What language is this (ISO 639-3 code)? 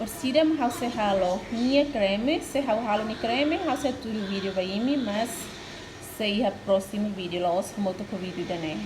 tet